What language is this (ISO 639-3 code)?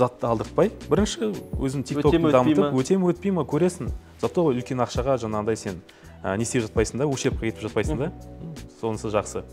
kaz